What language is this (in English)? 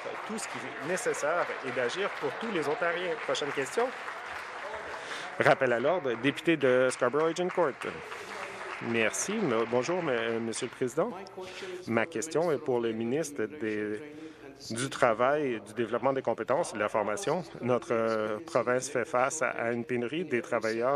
French